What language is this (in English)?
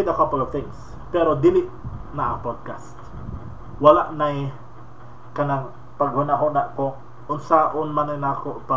Cebuano